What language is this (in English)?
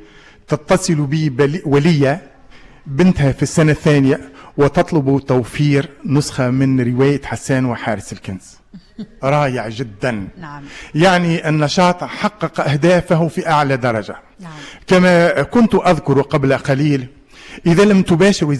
Tunisian Arabic